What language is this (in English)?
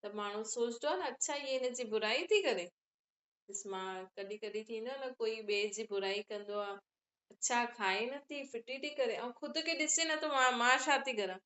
Sindhi